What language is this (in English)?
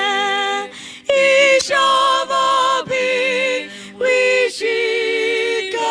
Tangkhul Naga (India)